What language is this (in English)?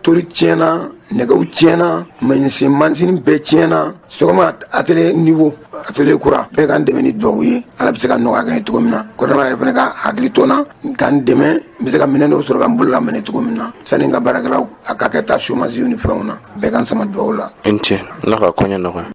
Bambara